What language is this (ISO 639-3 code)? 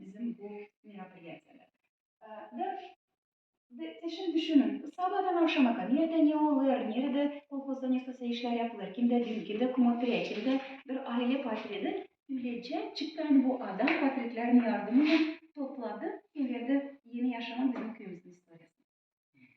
gag